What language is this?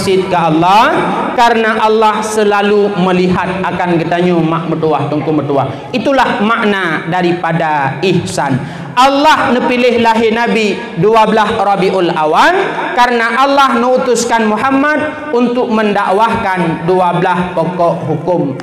Achinese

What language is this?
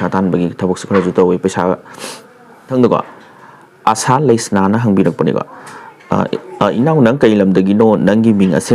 Manipuri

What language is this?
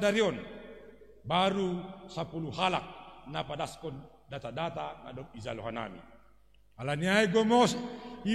Batak Simalungun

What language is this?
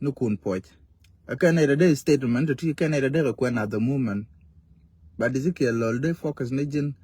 Nuer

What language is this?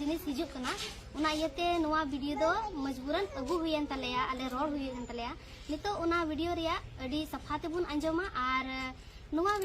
Santali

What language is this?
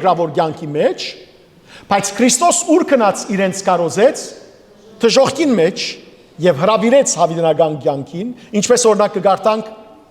Western Armenian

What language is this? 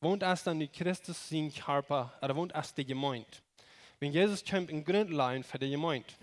Plautdietsch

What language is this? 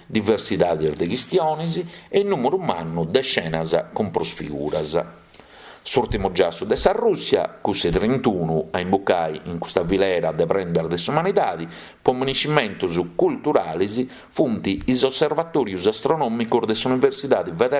Sardinian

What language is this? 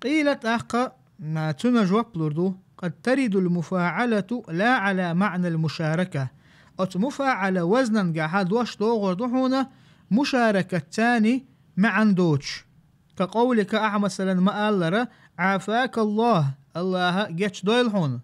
Chechen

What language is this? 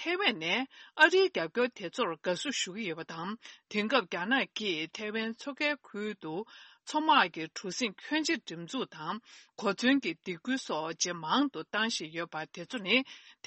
Tibetan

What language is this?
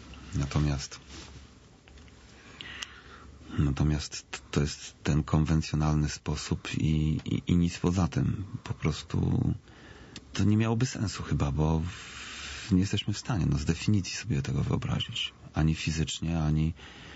Polish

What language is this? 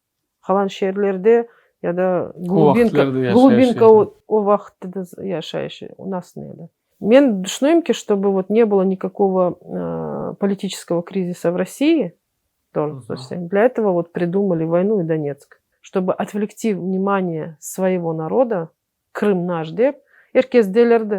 Crimean Tatar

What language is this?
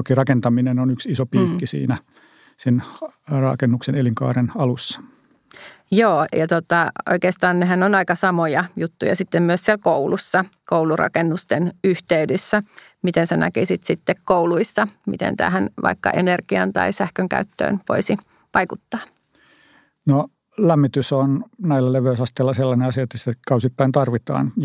Finnish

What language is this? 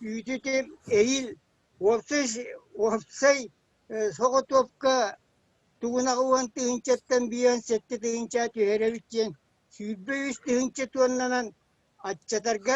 Yakut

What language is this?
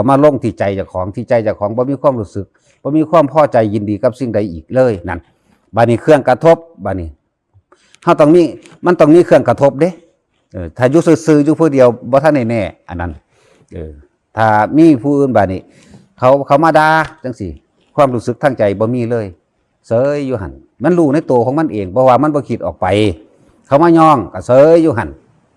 Northeastern Thai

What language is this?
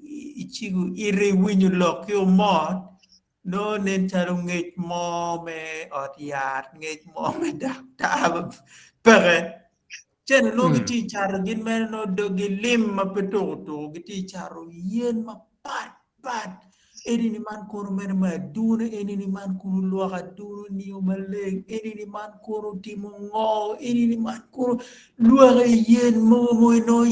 Acoli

